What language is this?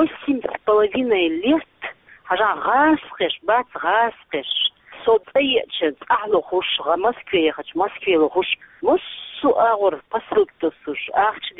Chechen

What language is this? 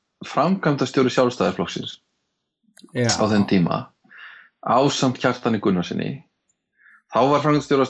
Icelandic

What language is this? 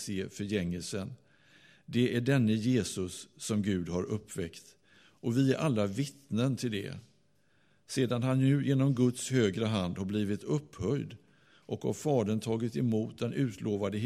Swedish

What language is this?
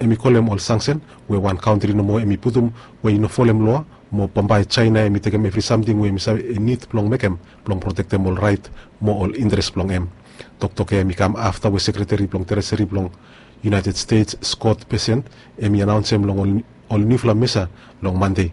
Bislama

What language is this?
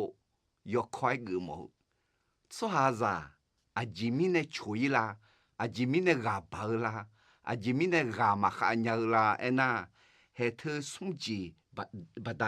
Akha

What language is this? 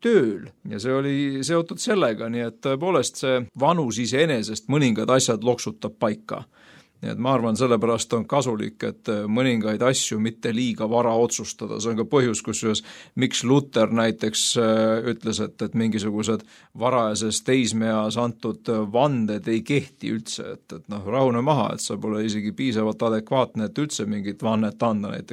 Estonian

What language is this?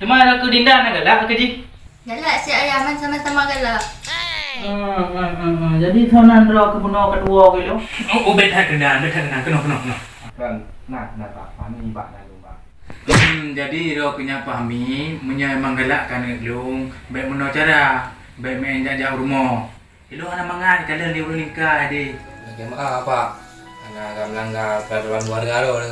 Achinese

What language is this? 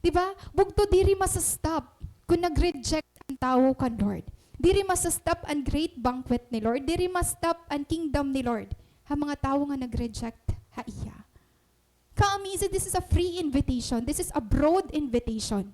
Waray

